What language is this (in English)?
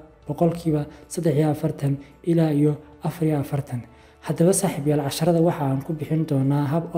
Somali